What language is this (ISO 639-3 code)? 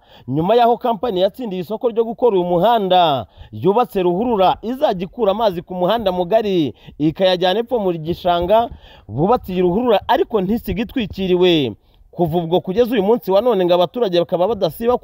kin